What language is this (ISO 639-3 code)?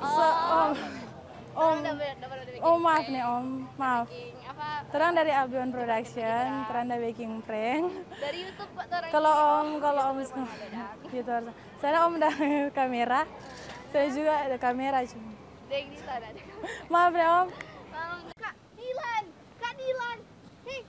xmm